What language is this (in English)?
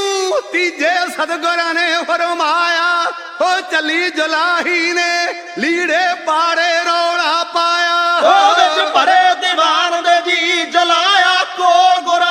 Punjabi